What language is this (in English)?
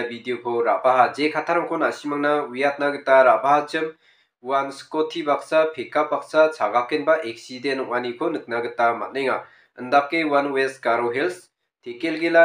Garo